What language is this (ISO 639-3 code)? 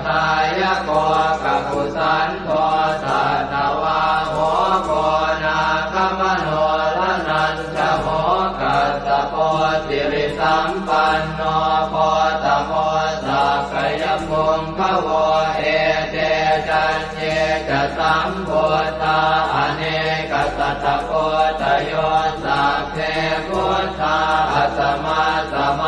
pli